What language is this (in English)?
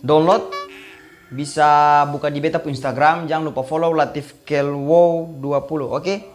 Ambonese Malay